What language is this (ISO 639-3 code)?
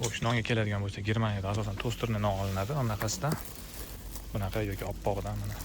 uzb